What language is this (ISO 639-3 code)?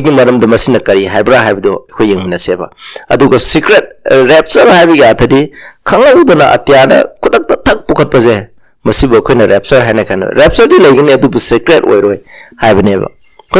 mni